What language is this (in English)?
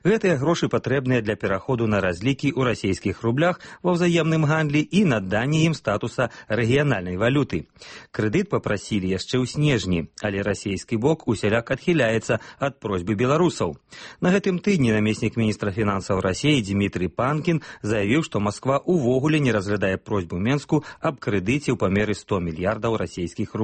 Belarusian